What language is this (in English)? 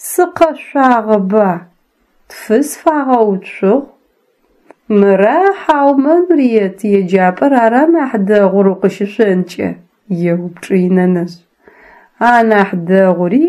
Adyghe